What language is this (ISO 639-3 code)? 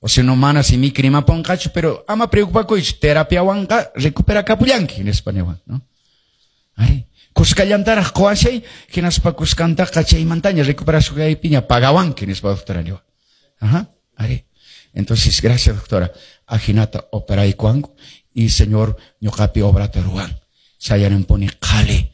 que